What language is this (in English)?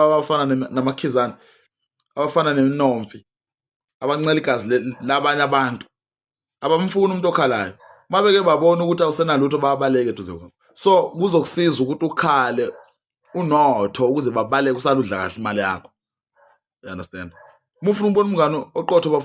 Zulu